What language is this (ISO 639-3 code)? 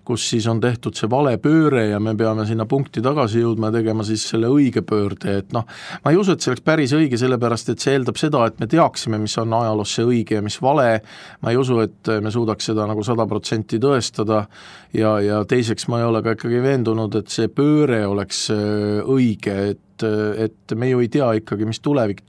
est